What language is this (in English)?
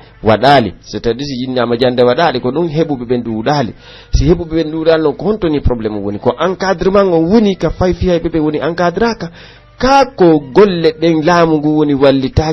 Pular